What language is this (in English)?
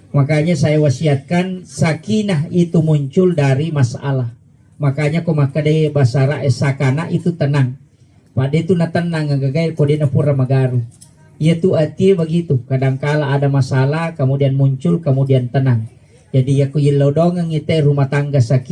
Buginese